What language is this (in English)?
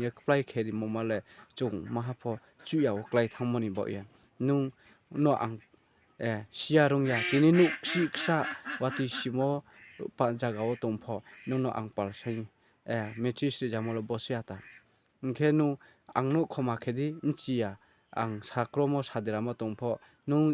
Riang (India)